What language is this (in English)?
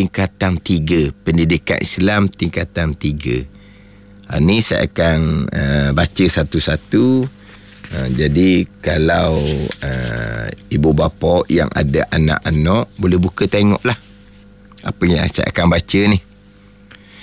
Malay